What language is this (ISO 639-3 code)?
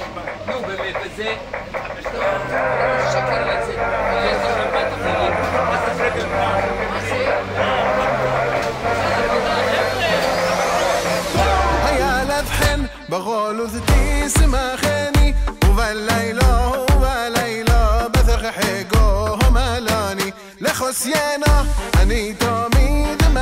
heb